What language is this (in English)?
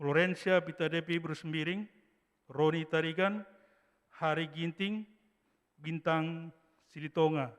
Batak Karo